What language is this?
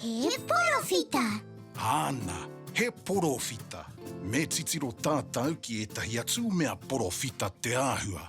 Māori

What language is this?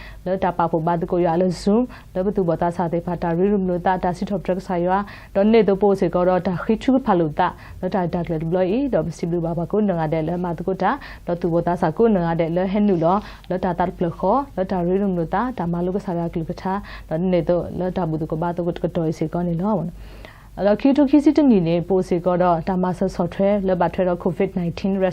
S'gaw Karen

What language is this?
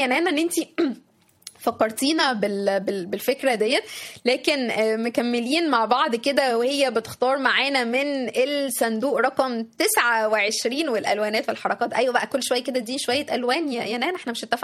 Egyptian Arabic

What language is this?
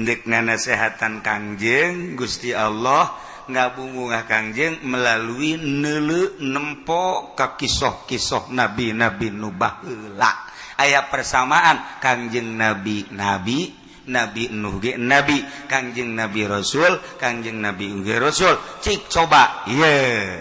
Sundanese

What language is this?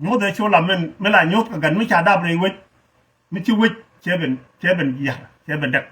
Nuer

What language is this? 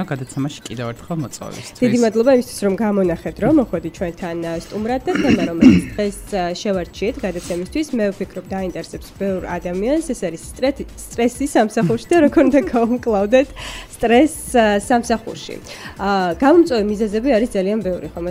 Georgian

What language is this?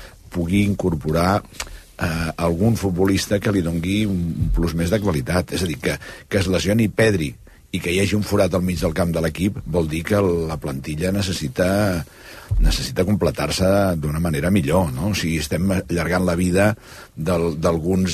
Catalan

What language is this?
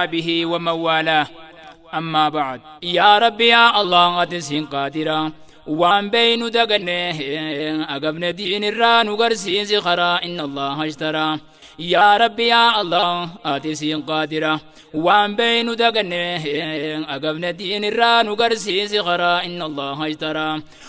Oromo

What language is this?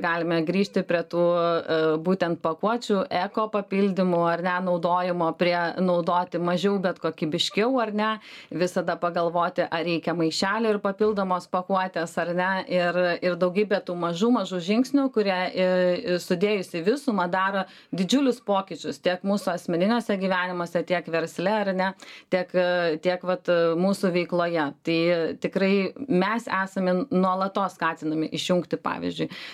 Lithuanian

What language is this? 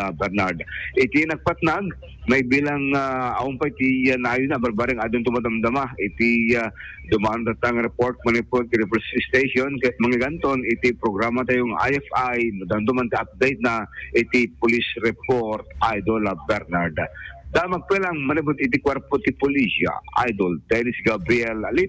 Iloko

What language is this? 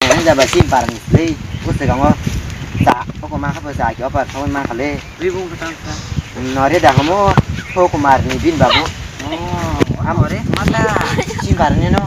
Kok Borok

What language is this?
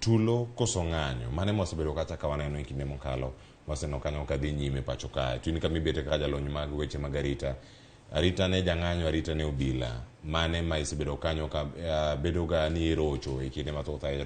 Luo (Kenya and Tanzania)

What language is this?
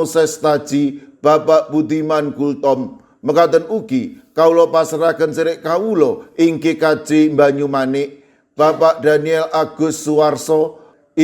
Javanese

